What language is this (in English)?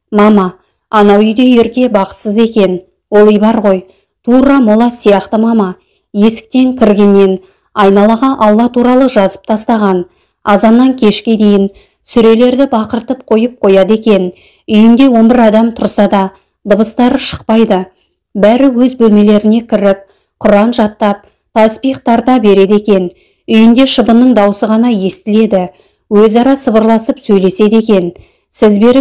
Kazakh